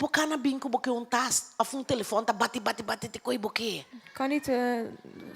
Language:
Papiamento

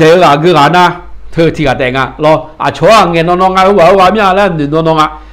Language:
Akha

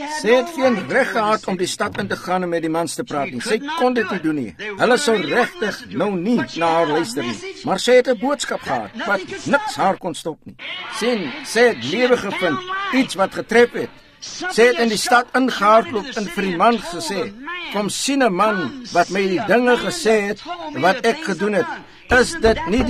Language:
Afrikaans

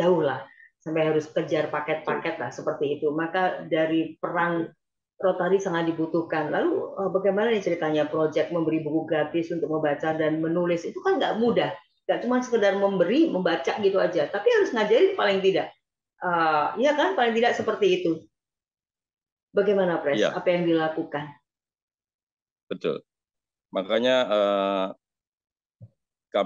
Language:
Indonesian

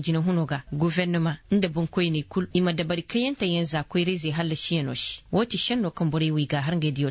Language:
Koyraboro Senni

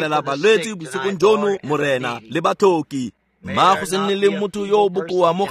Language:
Tswana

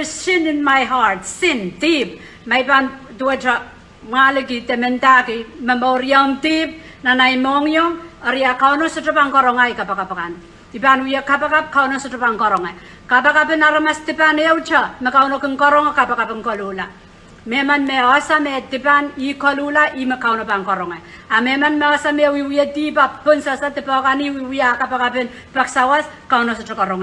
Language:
Pohnpeian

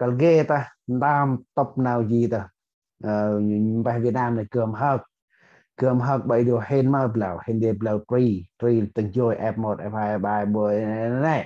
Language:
Central Mnong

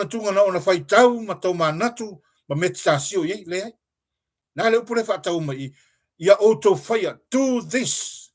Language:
Samoan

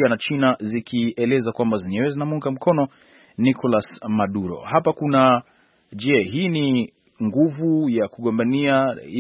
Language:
Swahili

